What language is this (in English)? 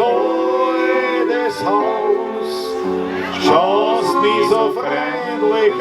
Bavarian